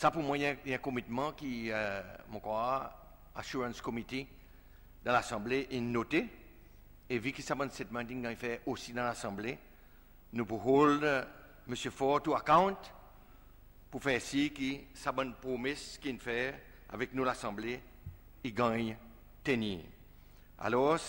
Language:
Seselwa Creole French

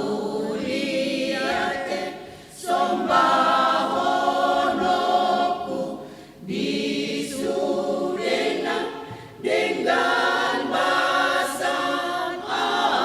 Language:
Batak Toba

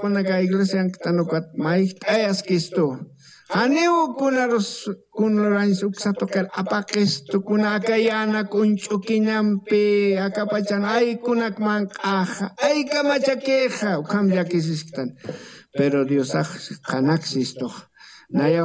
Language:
Aymara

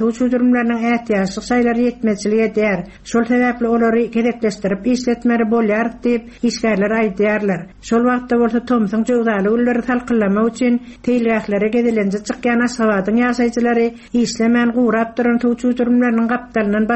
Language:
Turkmen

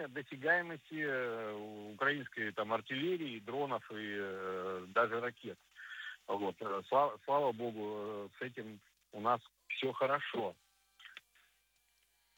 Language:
Russian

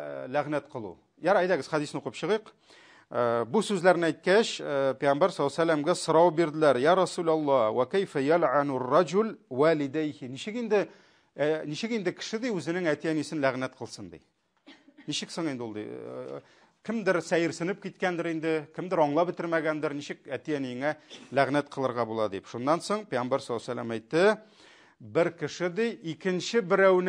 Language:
Tatar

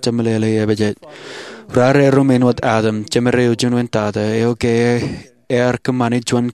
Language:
Marshallese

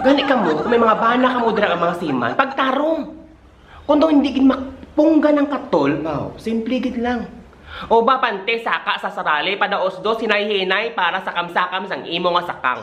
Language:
Hiligaynon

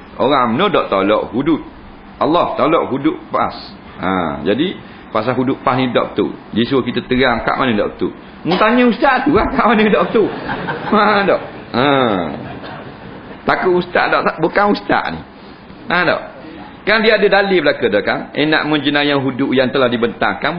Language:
Malay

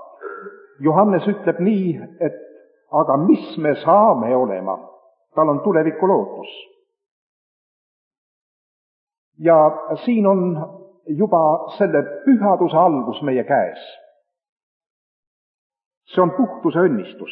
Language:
Estonian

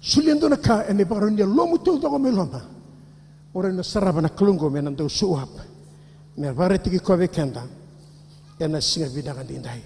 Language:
Fijian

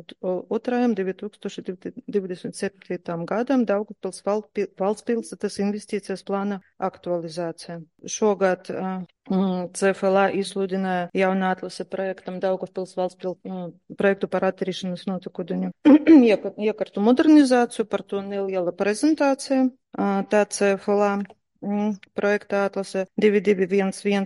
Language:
Latvian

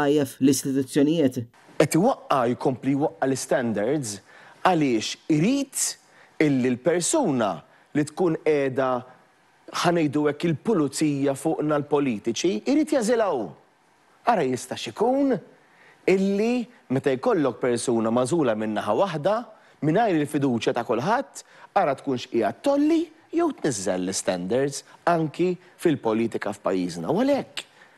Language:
Maltese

